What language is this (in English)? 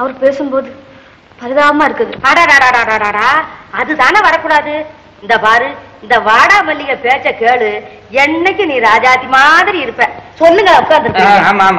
Tamil